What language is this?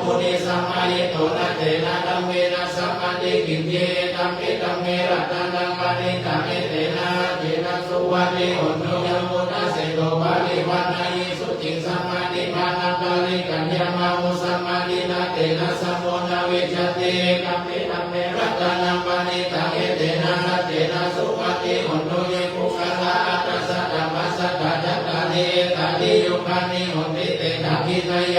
Pali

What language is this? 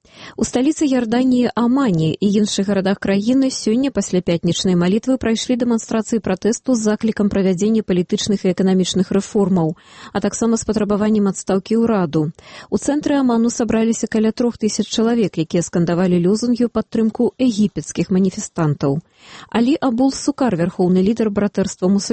Belarusian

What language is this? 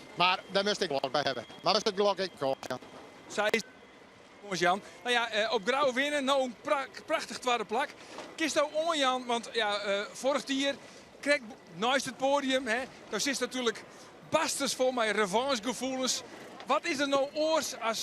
Western Frisian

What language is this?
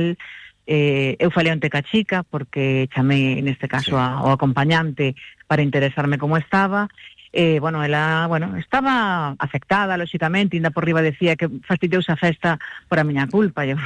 Galician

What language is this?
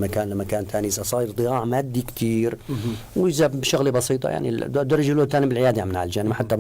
North Levantine Arabic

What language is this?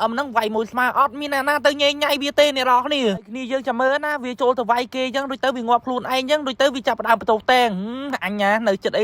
Khmer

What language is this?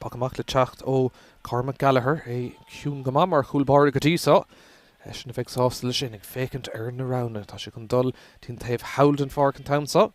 Irish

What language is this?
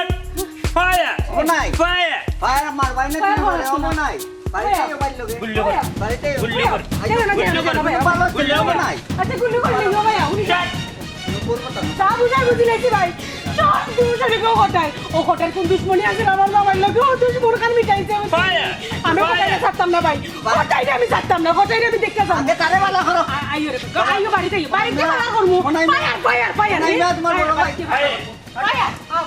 Sylheti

